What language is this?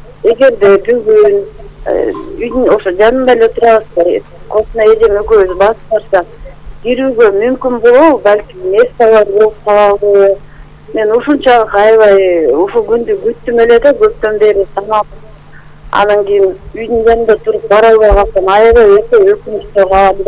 Kyrgyz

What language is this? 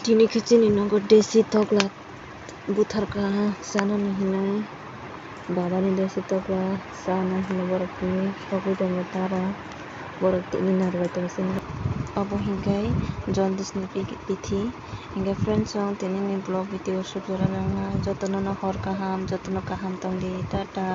Kok Borok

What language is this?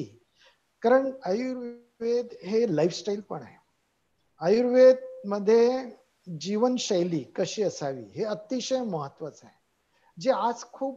Marathi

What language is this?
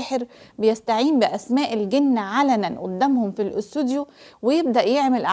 Egyptian Arabic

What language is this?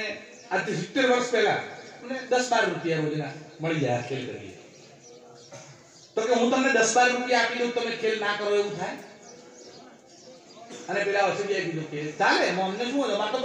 Gujarati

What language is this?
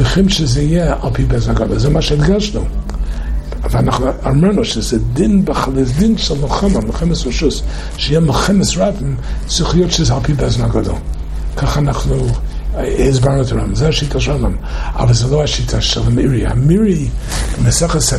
Hebrew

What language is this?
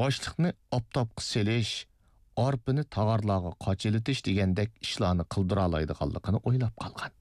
Uyghur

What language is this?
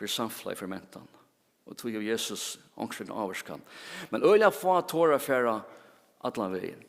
Faroese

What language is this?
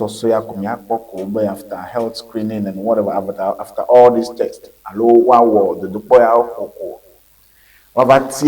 Ewe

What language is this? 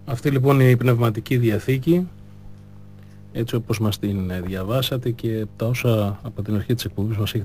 Greek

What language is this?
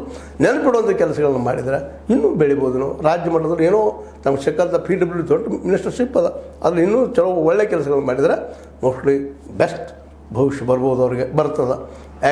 Kannada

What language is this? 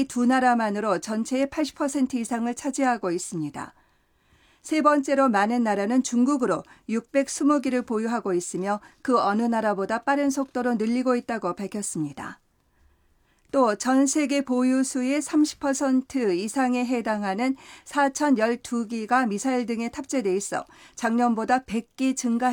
Korean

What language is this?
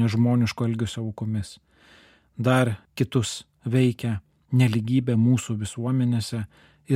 Lithuanian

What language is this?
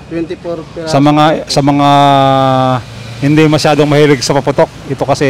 Filipino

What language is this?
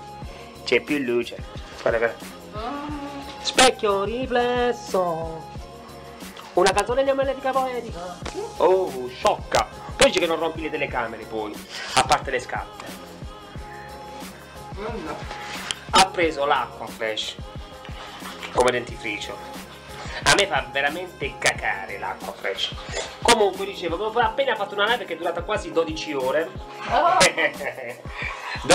Italian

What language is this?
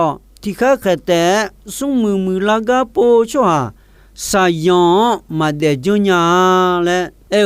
Akha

